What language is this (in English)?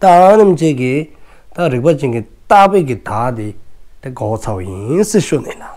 Dzongkha